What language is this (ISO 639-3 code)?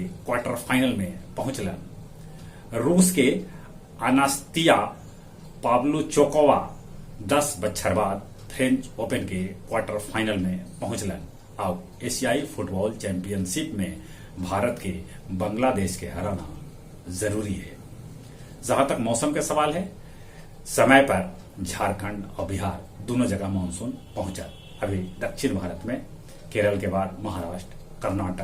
mag